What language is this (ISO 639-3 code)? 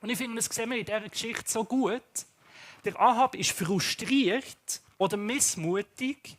gsw